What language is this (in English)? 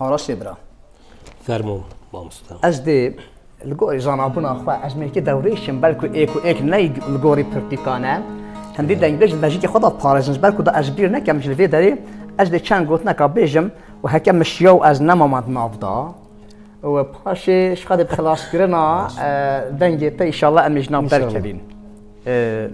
Kurdish